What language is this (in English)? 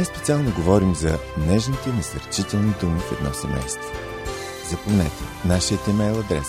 Bulgarian